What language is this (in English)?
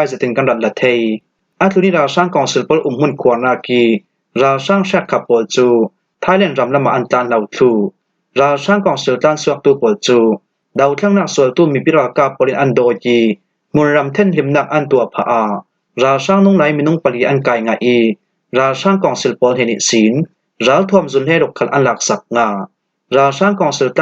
Falam Chin